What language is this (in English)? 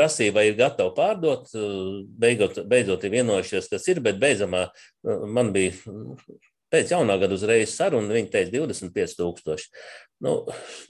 Latvian